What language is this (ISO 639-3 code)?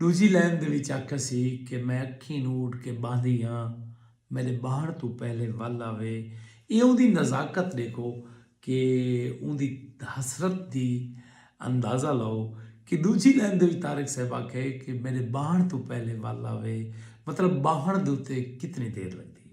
skr